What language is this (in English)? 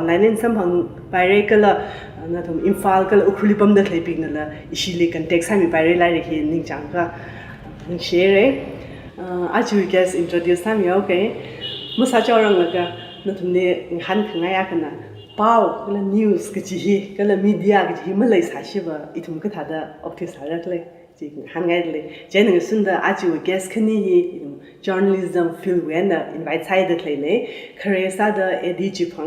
Tangkhul Naga (India)